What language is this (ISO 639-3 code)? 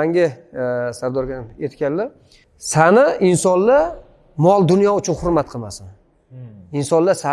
uzb